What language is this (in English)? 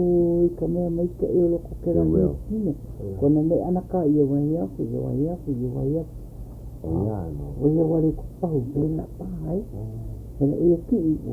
Hawaiian